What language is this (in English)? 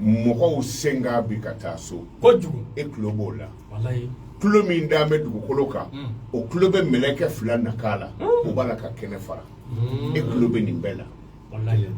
Bambara